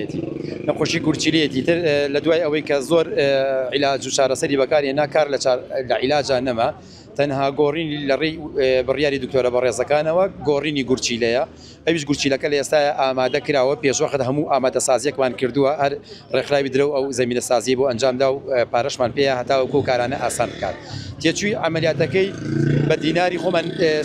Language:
Central Kurdish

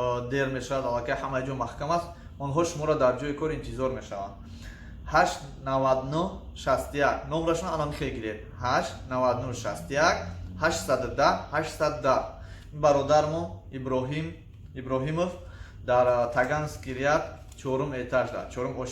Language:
Tajik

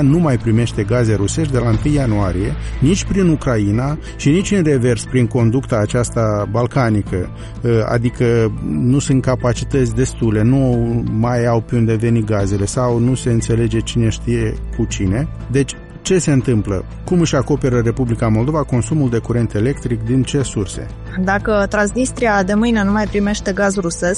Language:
Romanian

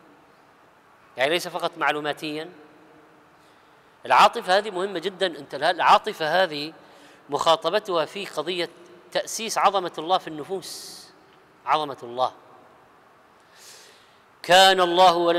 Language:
Arabic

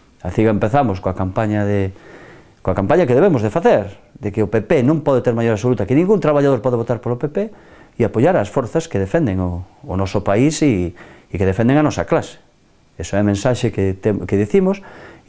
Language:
Galician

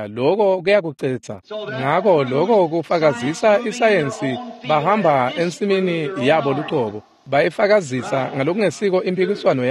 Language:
Swati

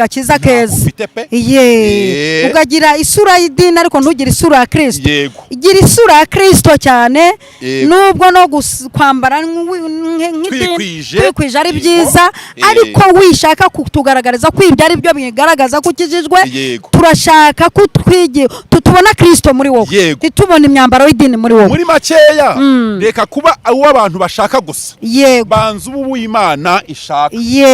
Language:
Kinyarwanda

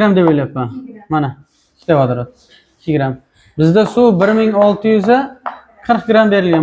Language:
Uzbek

